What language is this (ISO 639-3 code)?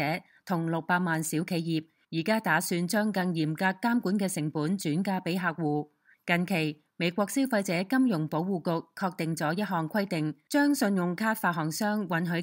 yue